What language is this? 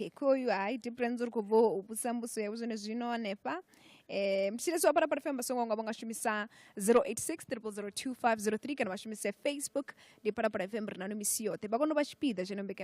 Venda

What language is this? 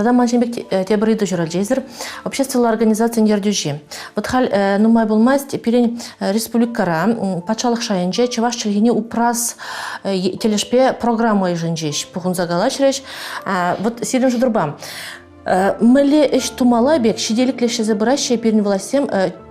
Chuvash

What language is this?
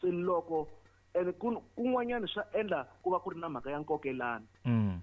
Tsonga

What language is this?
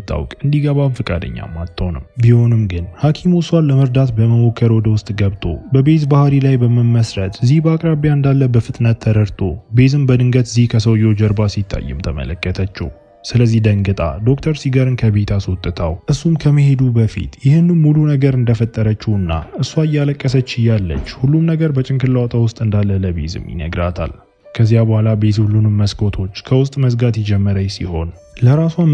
Amharic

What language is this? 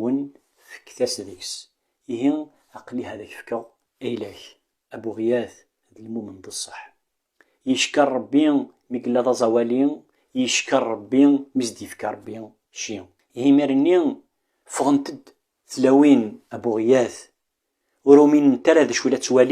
Kabyle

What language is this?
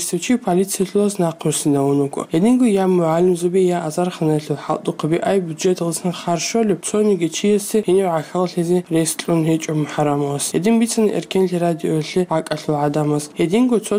Avaric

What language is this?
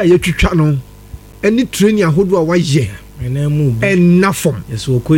Akan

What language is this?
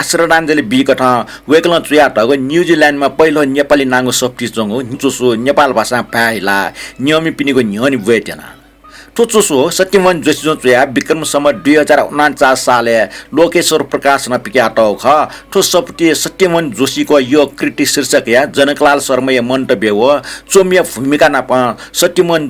Newari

